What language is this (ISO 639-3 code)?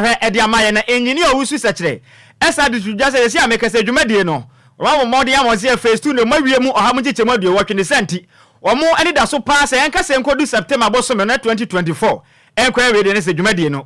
aka